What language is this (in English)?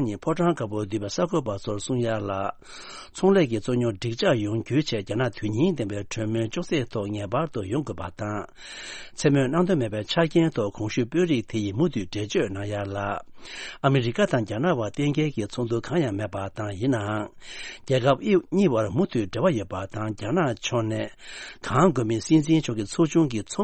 Tibetan